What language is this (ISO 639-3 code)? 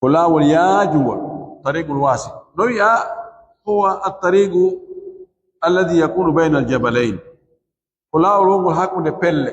ful